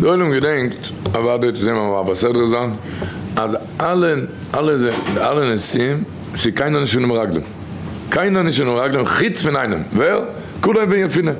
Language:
Yiddish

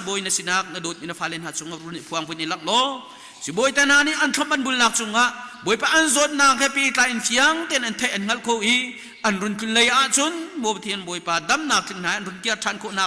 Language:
Hakha Chin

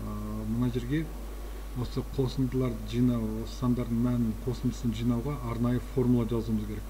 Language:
Kazakh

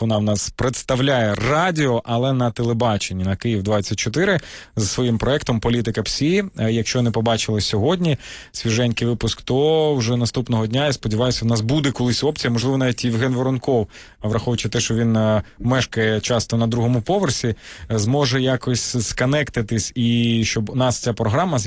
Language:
Ukrainian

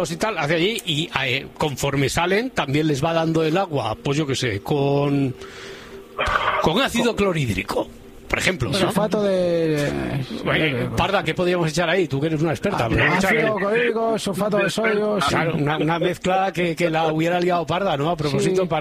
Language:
Spanish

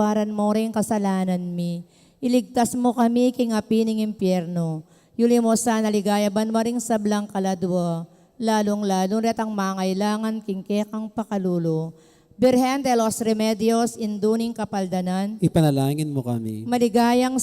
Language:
Pampanga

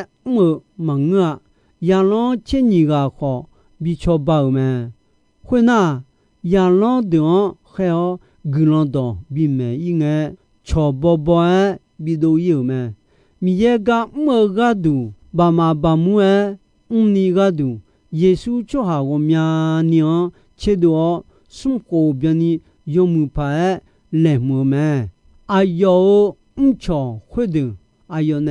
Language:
Akha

